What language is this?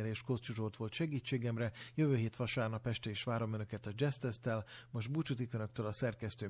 Hungarian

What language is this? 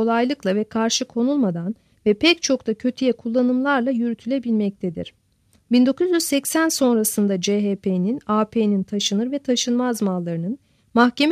Turkish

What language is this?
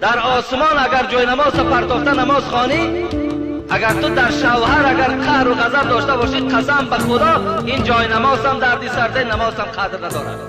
Tajik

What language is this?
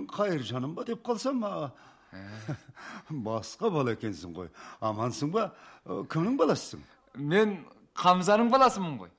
Kazakh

